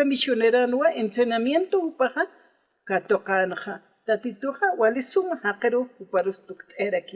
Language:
Aymara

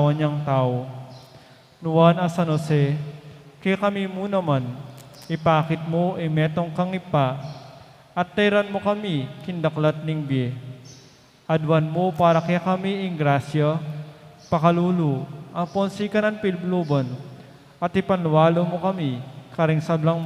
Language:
Pampanga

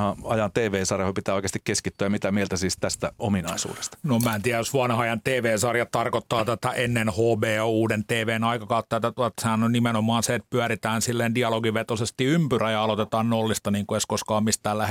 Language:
Finnish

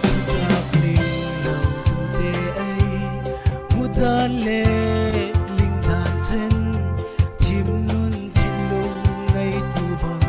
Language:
Falam Chin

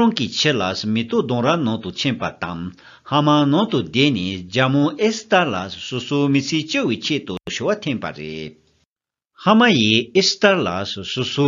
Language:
Tibetan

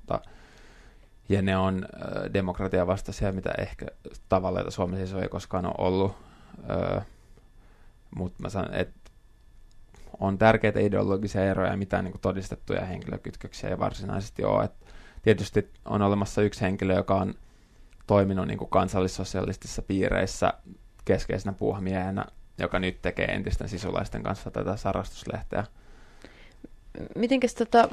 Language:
Finnish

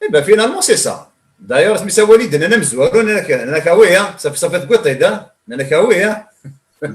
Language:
Kabyle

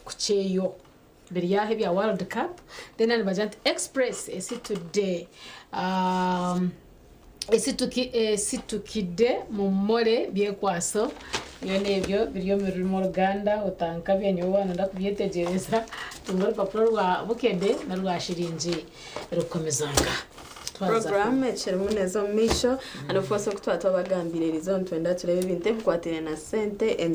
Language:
Nyankole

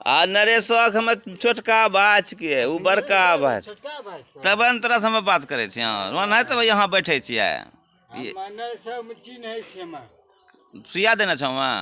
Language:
Angika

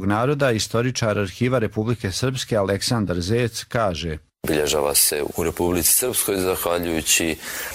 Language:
Croatian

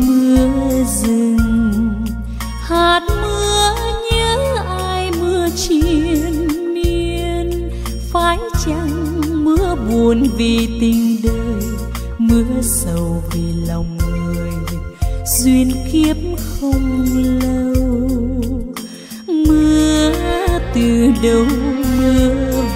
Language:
Vietnamese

